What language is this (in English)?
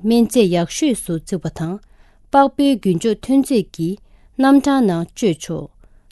Tibetan